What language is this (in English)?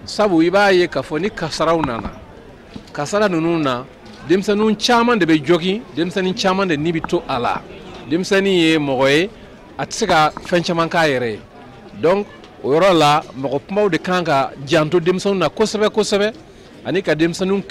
Bambara